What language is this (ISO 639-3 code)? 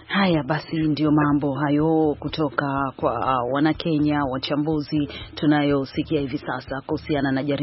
swa